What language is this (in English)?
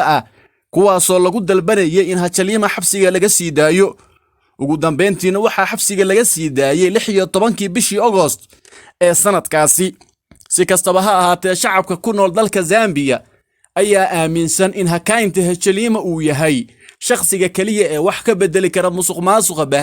Somali